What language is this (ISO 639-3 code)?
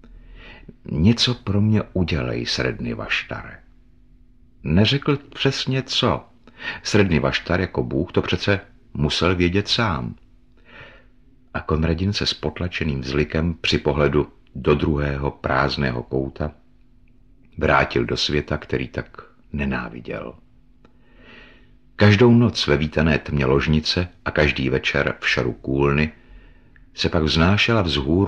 ces